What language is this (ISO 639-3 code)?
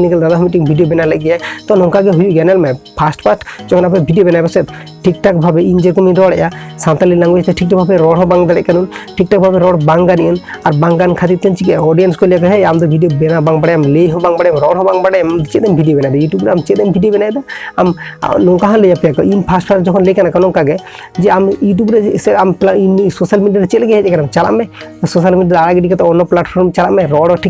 sat